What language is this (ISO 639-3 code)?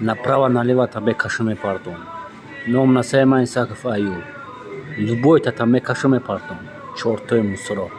tgk